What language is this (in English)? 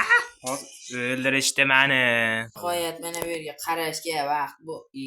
Uzbek